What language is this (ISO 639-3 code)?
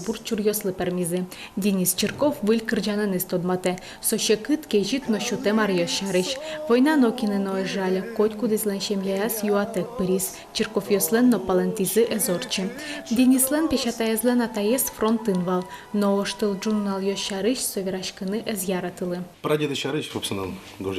udm